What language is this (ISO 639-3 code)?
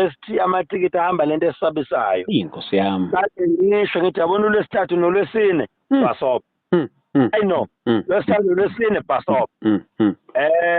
zul